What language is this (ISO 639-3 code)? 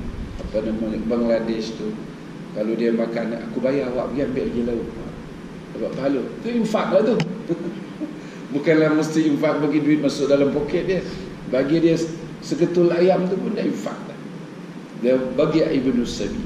msa